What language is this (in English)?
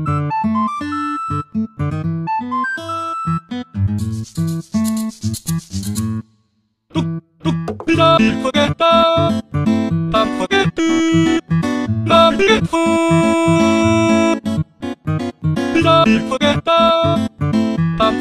Korean